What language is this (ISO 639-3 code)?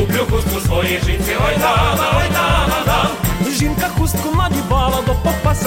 ukr